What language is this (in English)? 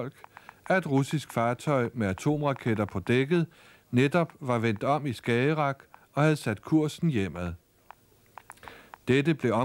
Danish